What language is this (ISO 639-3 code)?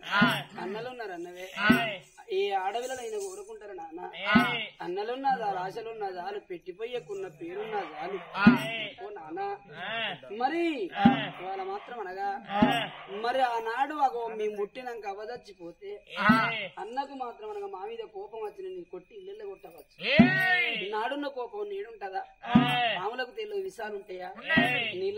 tel